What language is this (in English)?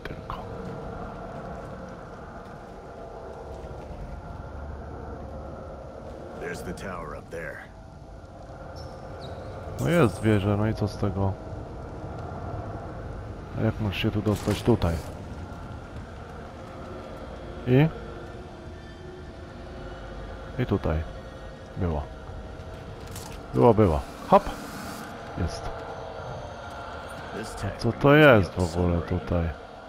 Polish